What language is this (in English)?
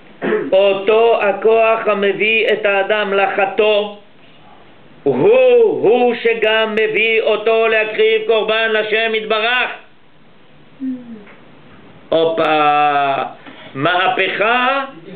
Hebrew